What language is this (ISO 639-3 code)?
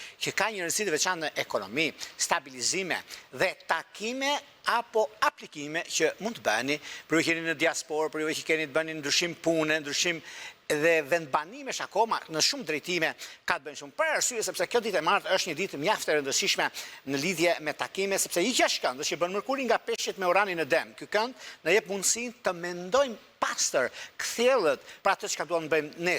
sqi